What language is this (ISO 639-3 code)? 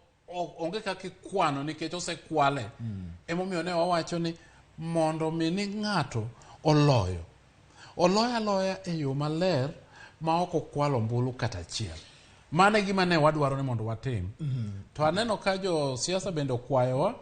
luo